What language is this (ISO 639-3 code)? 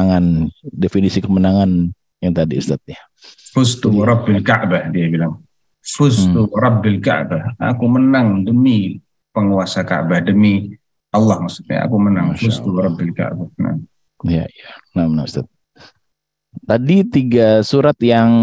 ind